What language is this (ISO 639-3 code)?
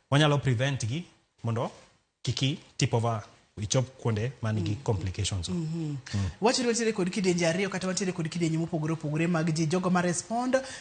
luo